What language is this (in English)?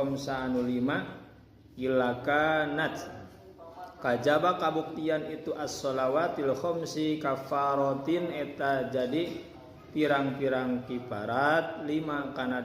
Sundanese